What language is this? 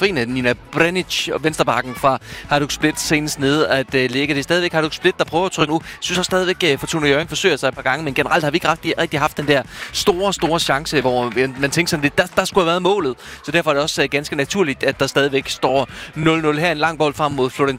Danish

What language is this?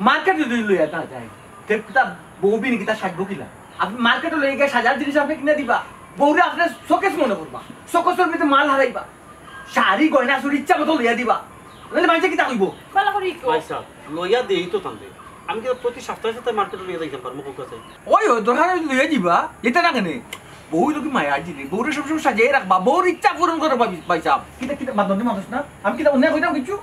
Sylheti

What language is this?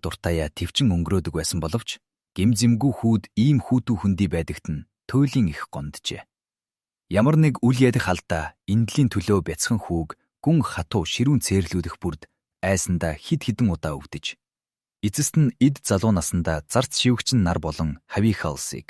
Mongolian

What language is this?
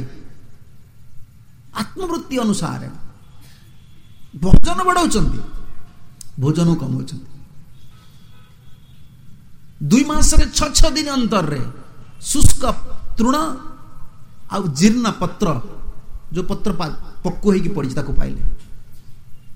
Odia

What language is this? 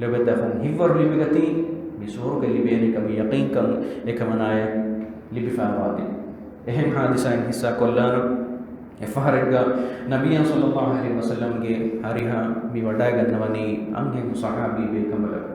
Divehi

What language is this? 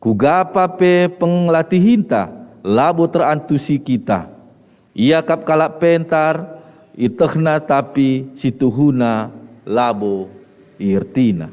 Batak Karo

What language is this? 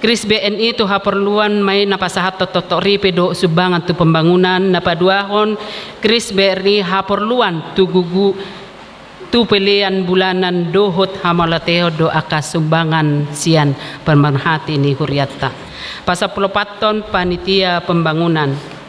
Batak Toba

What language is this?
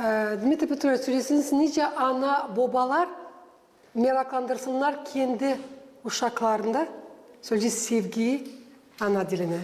Gagauz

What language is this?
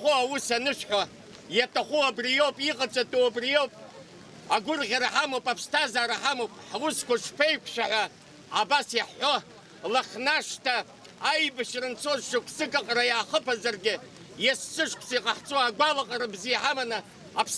Abkhazian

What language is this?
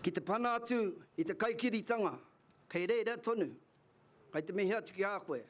Māori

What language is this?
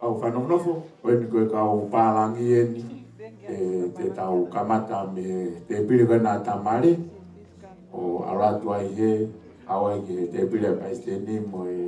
Tongan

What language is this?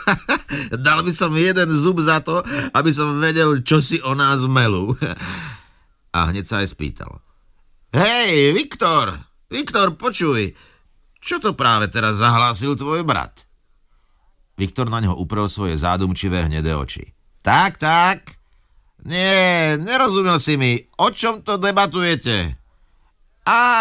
Slovak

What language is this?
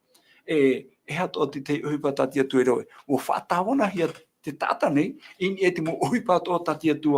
Tahitian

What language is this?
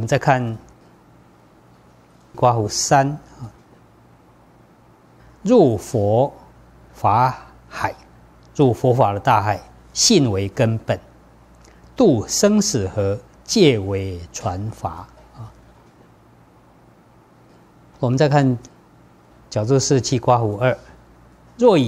Chinese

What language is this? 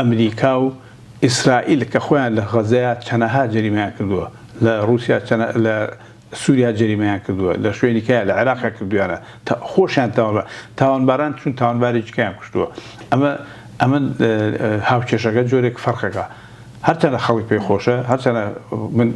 Central Kurdish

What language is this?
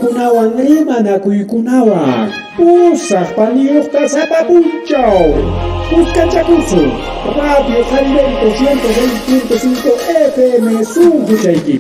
Ayacucho Quechua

